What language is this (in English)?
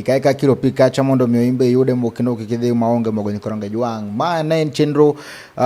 Luo (Kenya and Tanzania)